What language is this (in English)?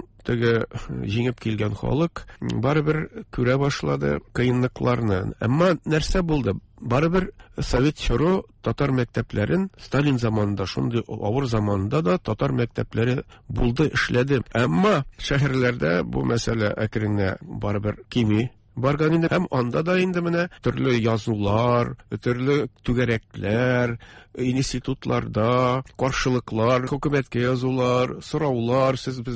Tatar